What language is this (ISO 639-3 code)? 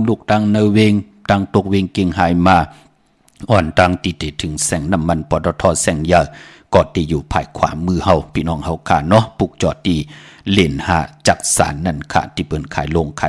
shn